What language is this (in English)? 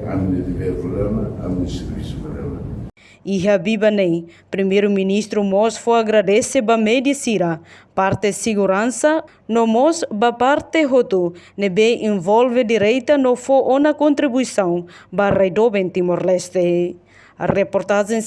Tetum